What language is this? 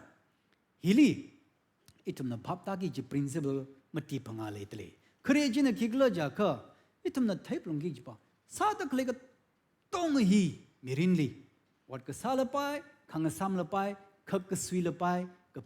Tangkhul Naga (India)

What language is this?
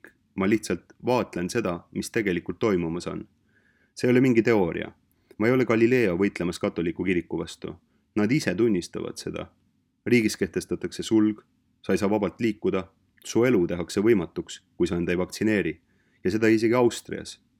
Estonian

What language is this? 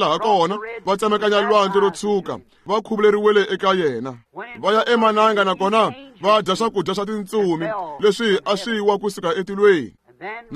Tsonga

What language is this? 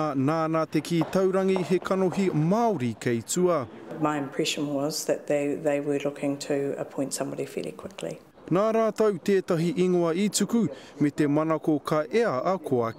Māori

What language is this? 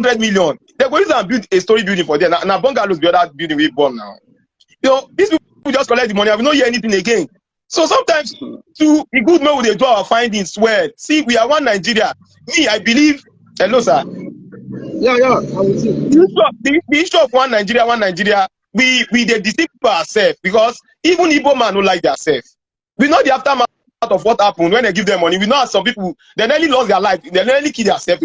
Nigerian Pidgin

